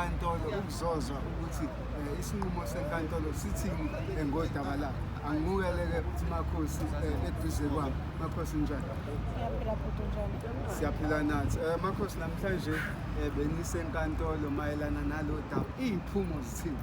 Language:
Zulu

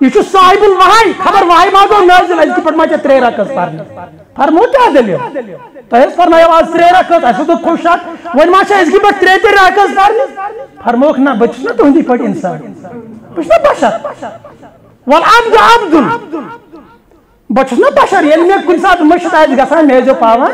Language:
Kashmiri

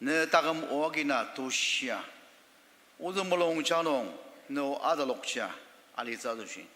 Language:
Ao Naga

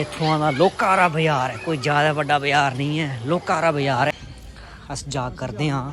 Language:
Dogri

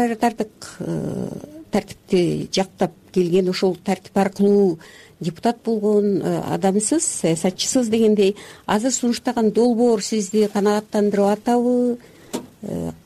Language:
Kyrgyz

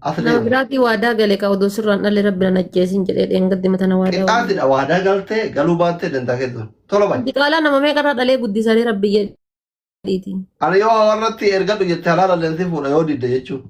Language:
Oromo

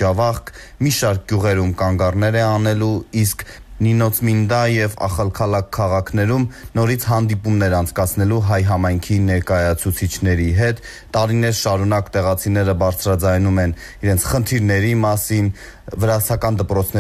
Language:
Armenian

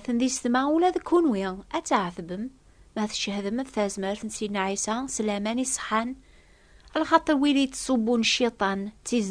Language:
Kabyle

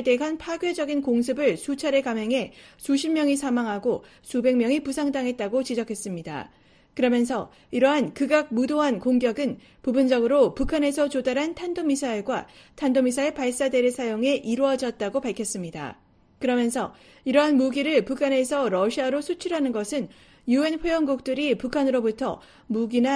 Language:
Korean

